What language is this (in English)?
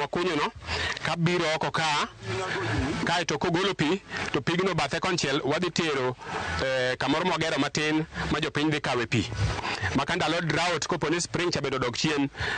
Luo (Kenya and Tanzania)